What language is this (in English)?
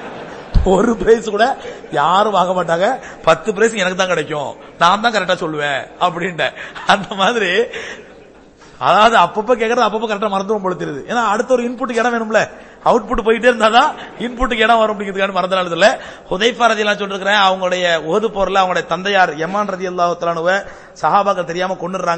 Tamil